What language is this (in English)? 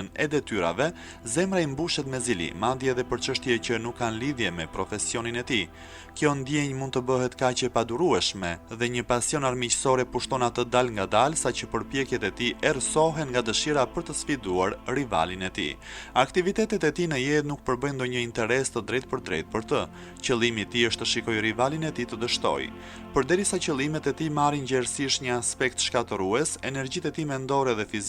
Albanian